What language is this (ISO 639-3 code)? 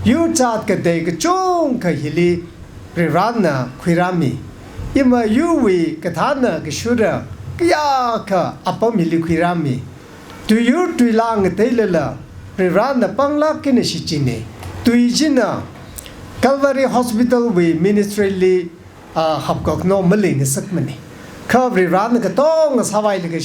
nmf